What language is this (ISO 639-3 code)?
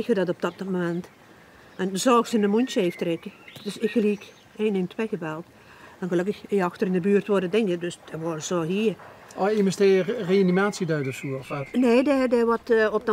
lim